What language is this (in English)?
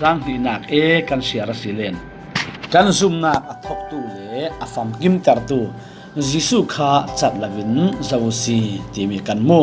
Falam Chin